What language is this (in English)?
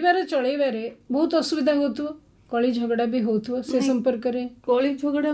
Odia